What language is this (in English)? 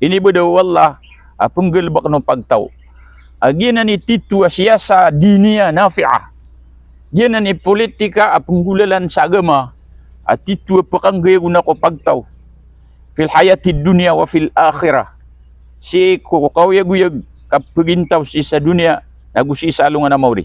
Maranao